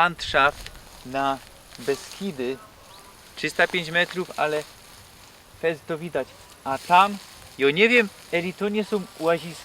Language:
Silesian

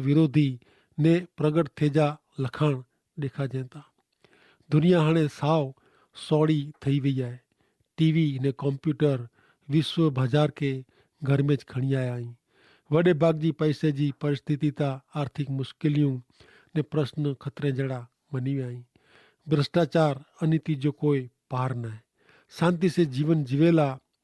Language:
Kachhi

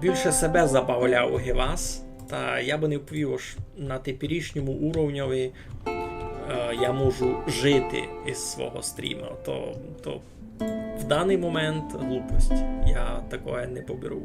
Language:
Rusyn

